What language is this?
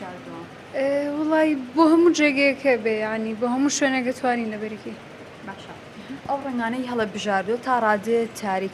Central Kurdish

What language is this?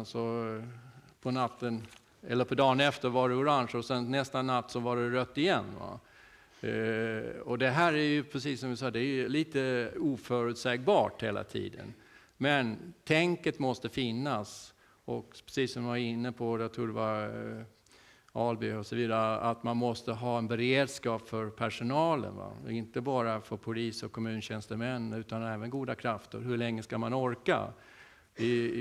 Swedish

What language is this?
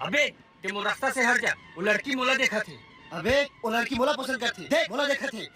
Chhattisgarhi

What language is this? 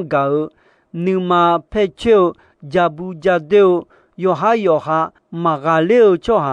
Akha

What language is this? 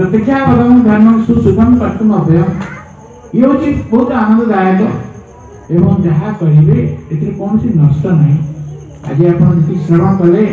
Odia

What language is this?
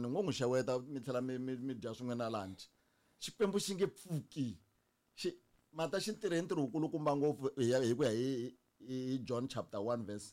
Tsonga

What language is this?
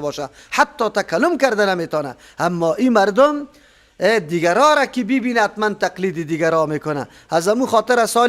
Persian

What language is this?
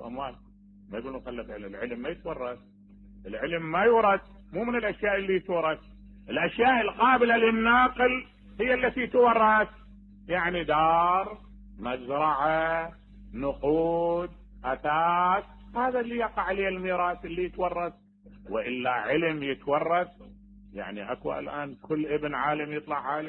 Mesopotamian Arabic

